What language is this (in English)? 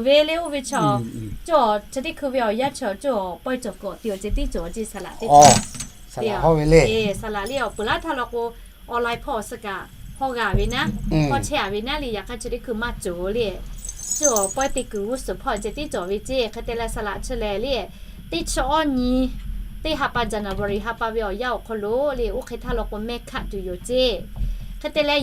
Lahu